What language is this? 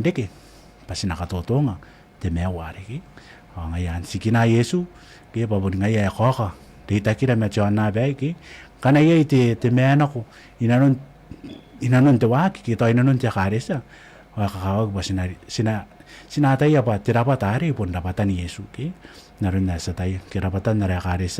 Gilbertese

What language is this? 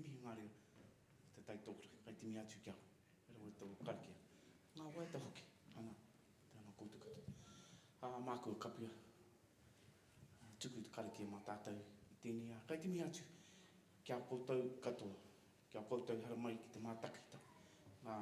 Māori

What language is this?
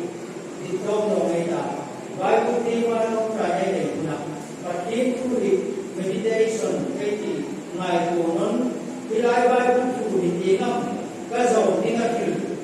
Hmar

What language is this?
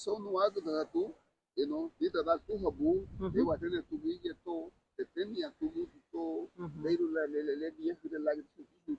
Garifuna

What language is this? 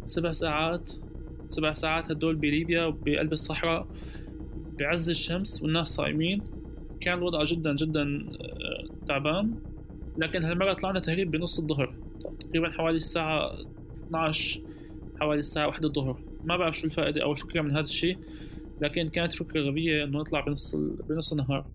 North Levantine Arabic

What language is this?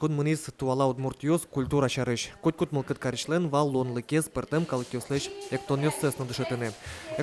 Udmurt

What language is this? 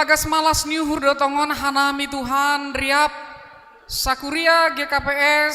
Batak Simalungun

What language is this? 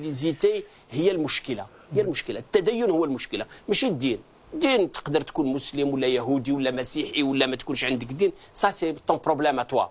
Kabyle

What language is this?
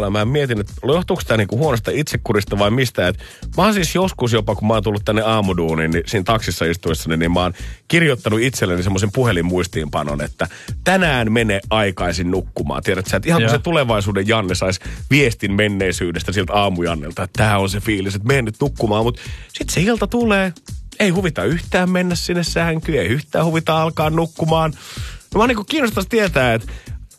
Finnish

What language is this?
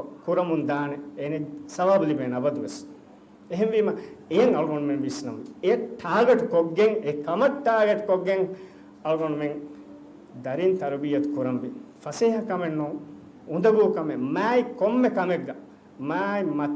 Divehi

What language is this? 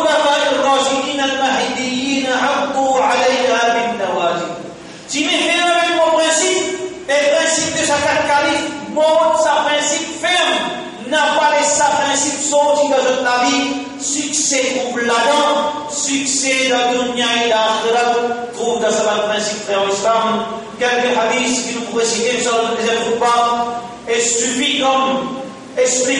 Morisyen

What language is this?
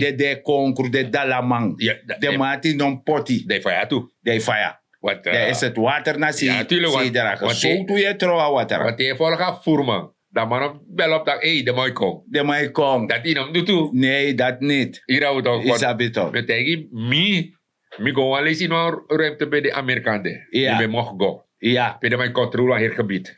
Sranan Tongo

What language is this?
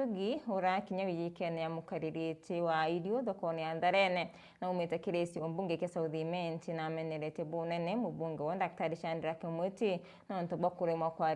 Meru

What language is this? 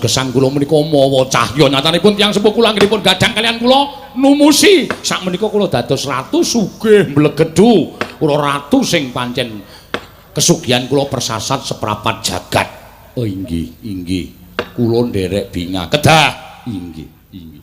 Javanese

